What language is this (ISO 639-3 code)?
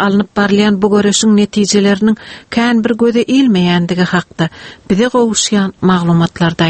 tuk